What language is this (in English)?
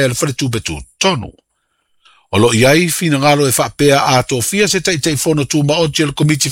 Samoan